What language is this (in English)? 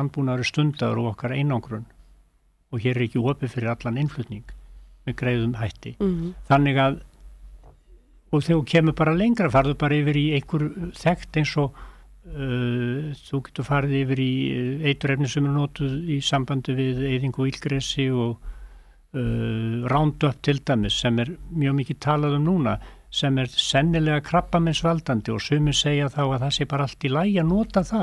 Icelandic